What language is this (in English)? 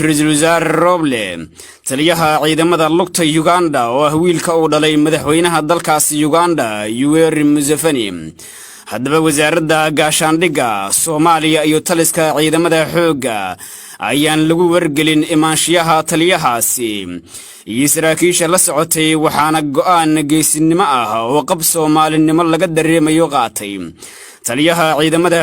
Somali